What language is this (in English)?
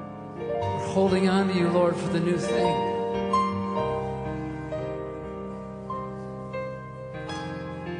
English